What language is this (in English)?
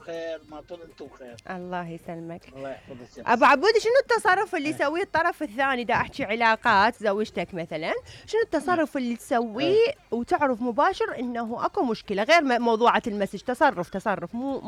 Mesopotamian Arabic